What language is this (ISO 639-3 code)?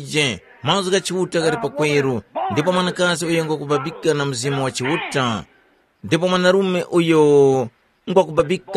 tum